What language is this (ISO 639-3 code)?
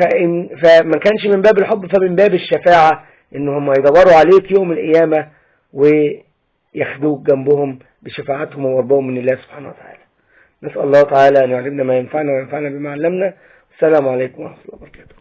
arz